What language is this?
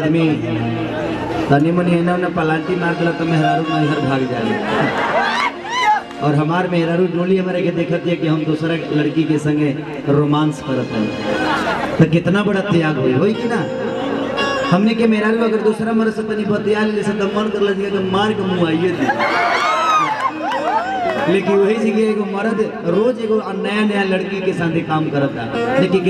Bhojpuri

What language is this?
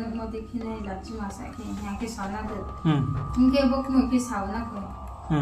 Riang (India)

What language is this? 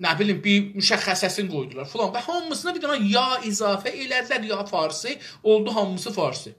South Azerbaijani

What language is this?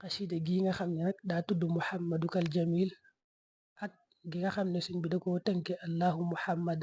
Wolof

